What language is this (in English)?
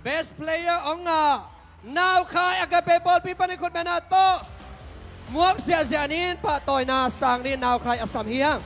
Tedim Chin